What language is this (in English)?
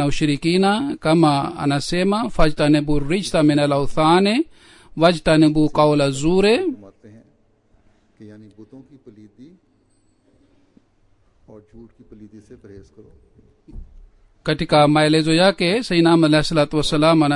Swahili